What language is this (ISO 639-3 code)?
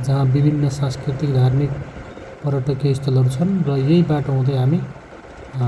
nep